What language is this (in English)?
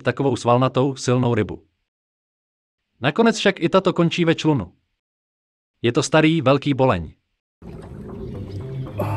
Czech